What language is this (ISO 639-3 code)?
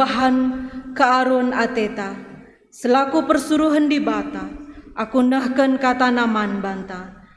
btx